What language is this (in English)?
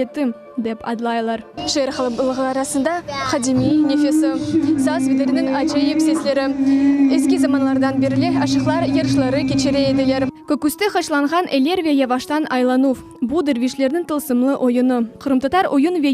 Crimean Tatar